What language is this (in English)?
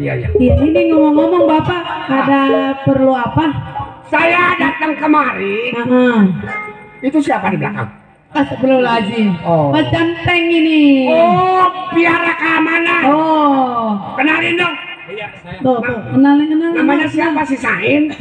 Betawi